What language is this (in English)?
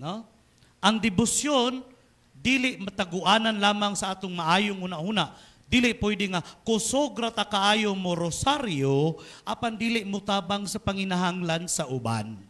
Cebuano